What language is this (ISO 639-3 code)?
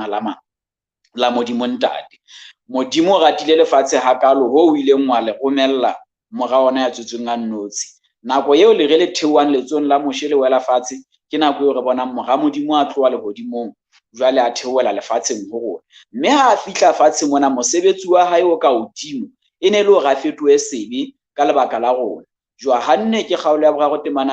sot